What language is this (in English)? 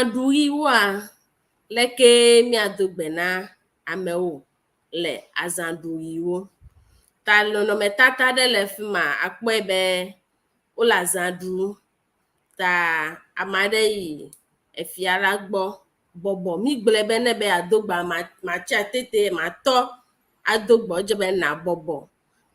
Ewe